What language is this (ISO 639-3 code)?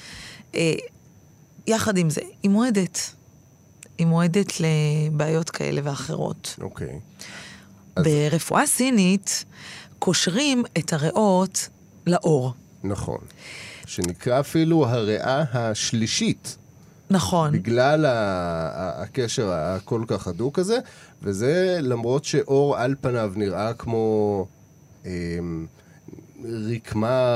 heb